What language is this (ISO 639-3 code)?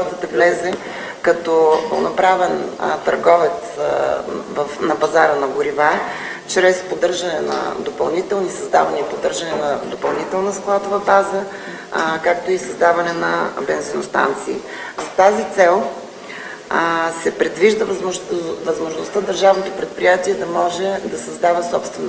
bul